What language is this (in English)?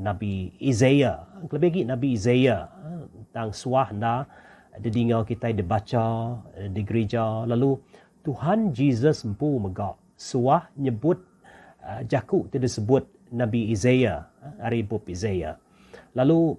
Iban